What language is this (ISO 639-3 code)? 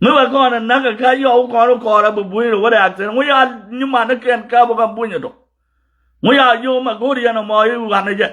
nus